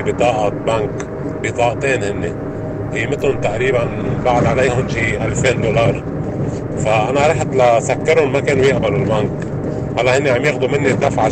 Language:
North Levantine Arabic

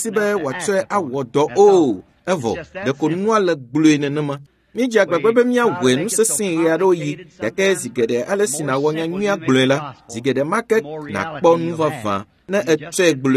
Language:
Ewe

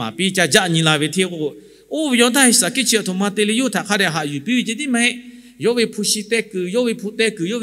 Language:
Lahu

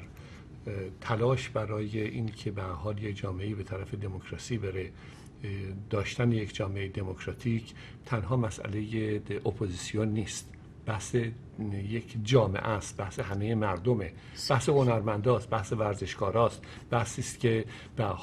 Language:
Persian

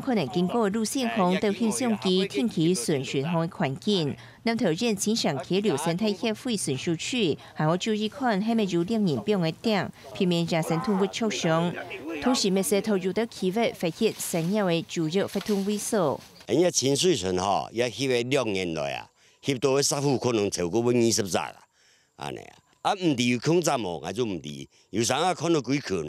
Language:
Hakka Chinese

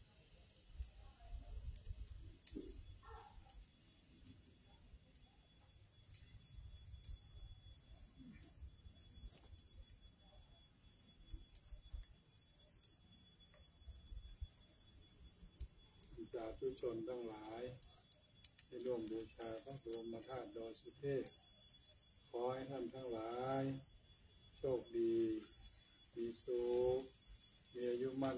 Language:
Thai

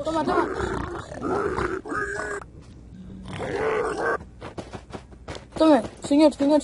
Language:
Spanish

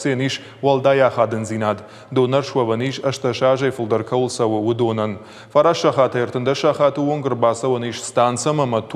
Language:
Ossetic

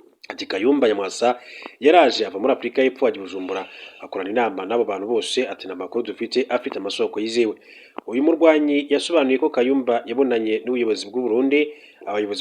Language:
Kinyarwanda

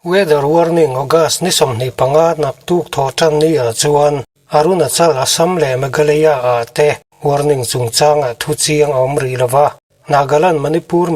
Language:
Mizo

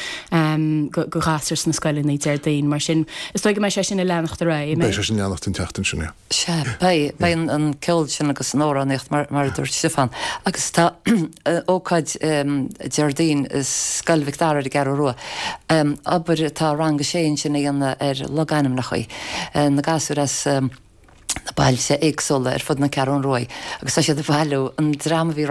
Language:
Irish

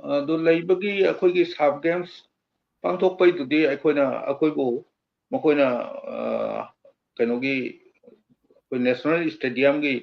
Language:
Manipuri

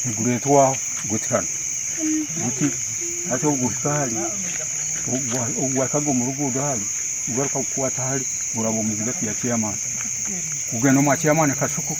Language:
Nyankole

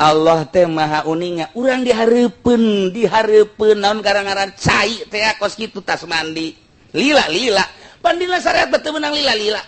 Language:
Sundanese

